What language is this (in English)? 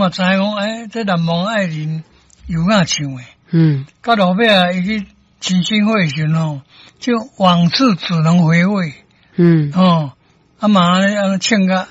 Min Nan Chinese